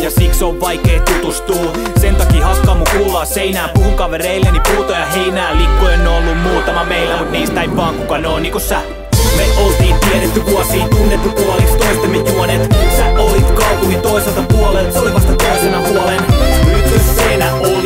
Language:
Finnish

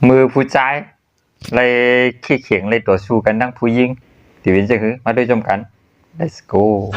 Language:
Shan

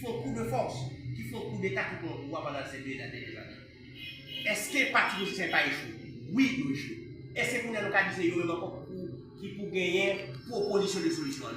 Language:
Haitian Creole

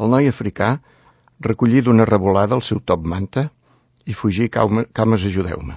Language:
Catalan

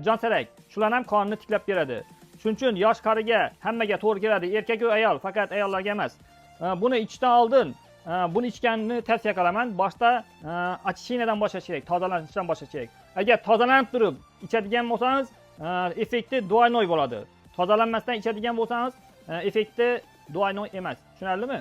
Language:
Uzbek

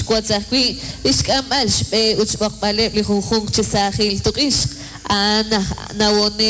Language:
Kekchí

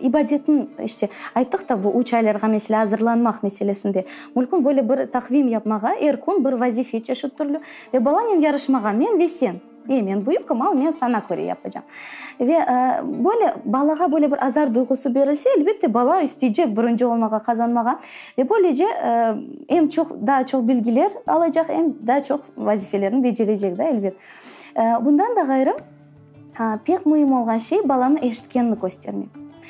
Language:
Crimean Tatar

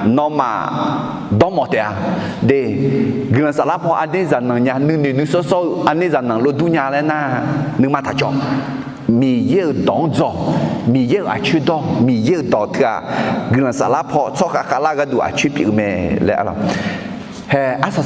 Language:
Akha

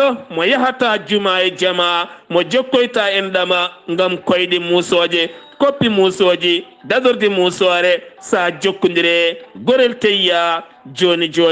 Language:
Fula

